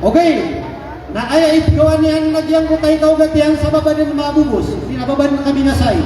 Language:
Maranao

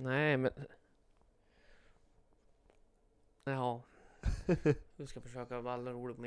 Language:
Swedish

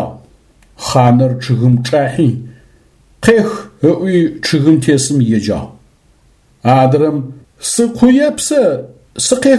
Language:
Adyghe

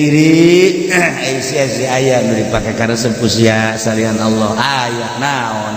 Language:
Sundanese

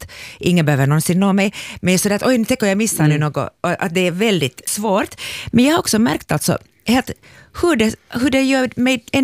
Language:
Swedish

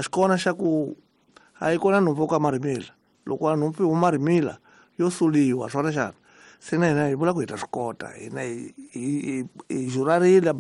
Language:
Tsonga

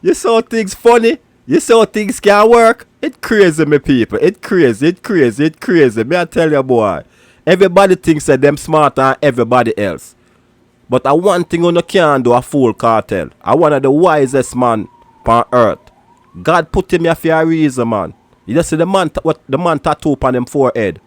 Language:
Jamaican Creole English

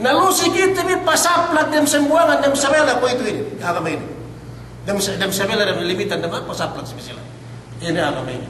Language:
Yakan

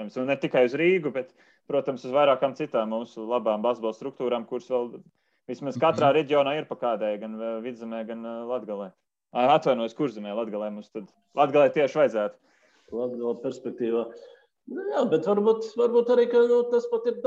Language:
Latvian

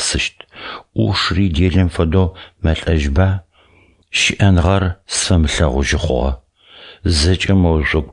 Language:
Adyghe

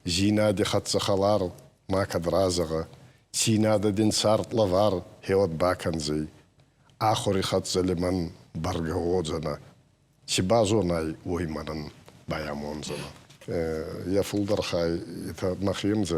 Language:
Ossetic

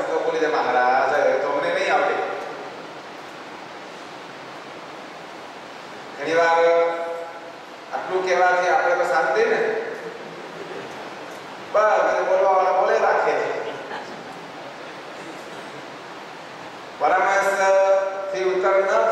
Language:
Gujarati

